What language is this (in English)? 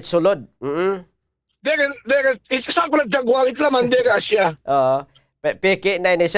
Waray